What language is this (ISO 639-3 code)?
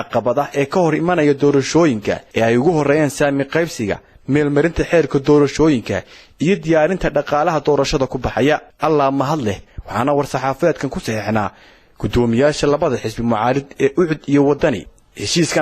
som